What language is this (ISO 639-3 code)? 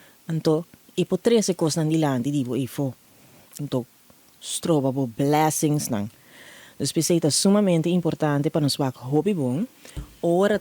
pap